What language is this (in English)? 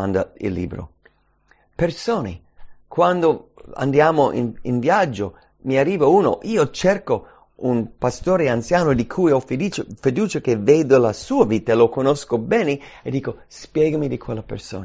Italian